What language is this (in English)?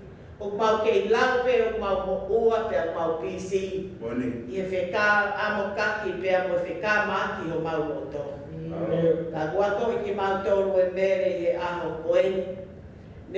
Tongan